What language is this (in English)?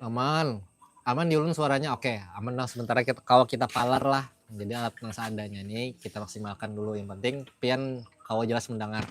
Banjar